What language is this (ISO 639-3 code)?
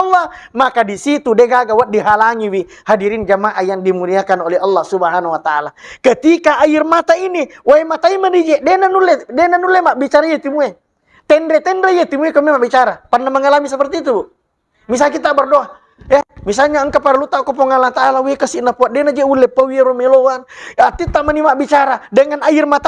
bug